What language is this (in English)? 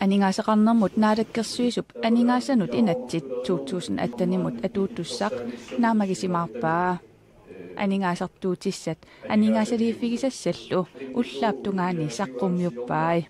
Kalaallisut